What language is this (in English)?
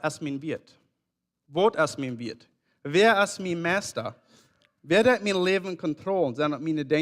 Plautdietsch